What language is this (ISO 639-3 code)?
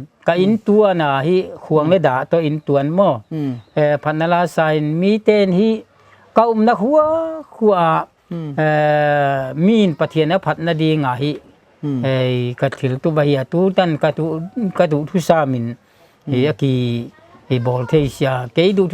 pck